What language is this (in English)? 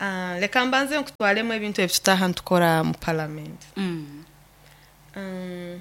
Nyoro